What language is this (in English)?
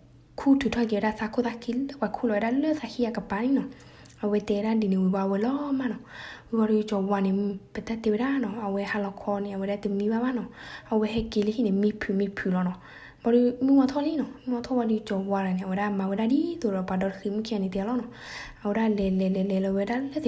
S'gaw Karen